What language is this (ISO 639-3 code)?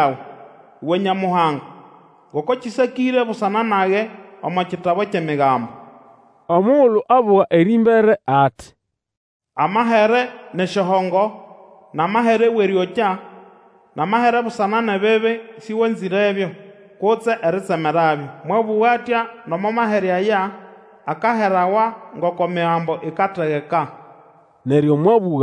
nnb